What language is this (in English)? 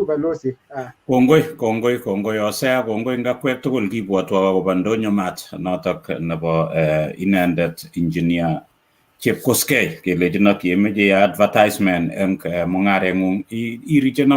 Kalenjin